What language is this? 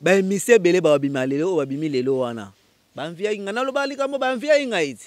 Lingala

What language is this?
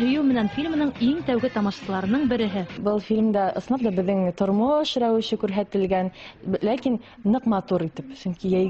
Bashkir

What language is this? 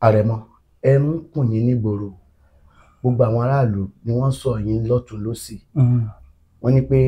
Yoruba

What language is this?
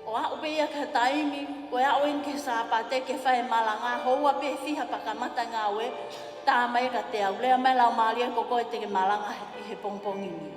Tongan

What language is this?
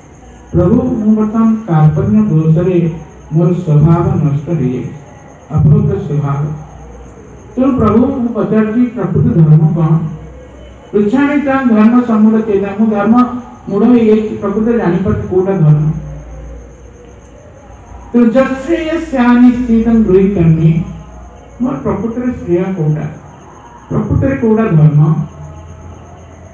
Odia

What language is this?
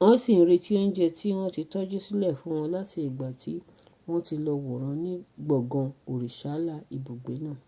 Yoruba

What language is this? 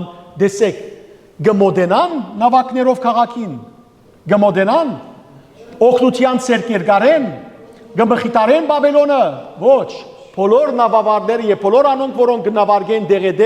Western Armenian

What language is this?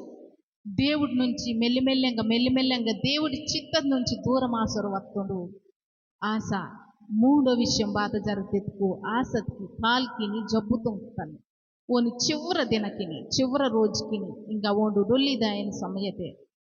Koya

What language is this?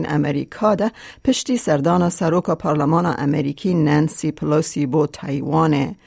Kurdish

